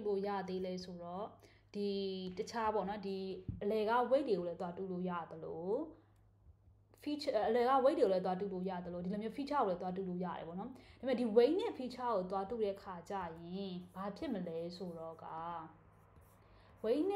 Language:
Burmese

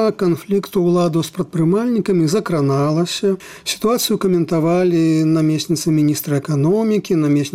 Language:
Belarusian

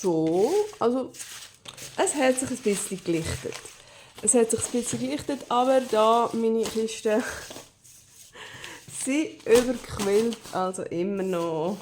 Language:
Swiss German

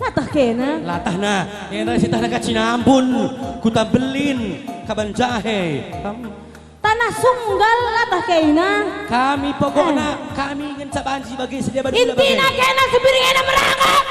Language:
Batak Karo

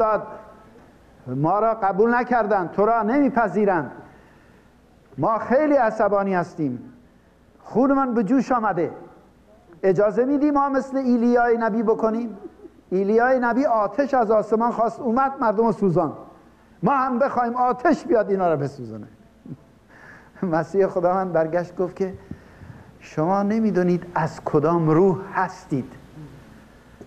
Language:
Persian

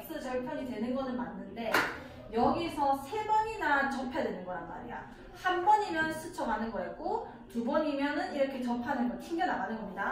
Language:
Korean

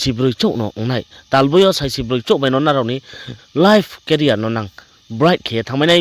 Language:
Riang (India)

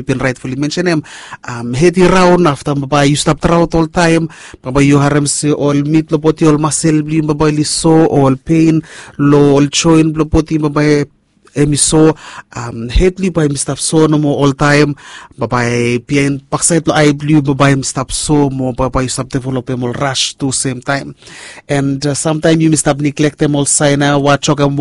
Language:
Bislama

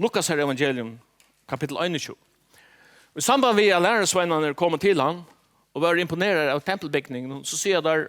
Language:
Faroese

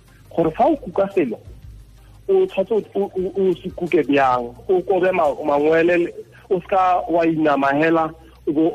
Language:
Tswana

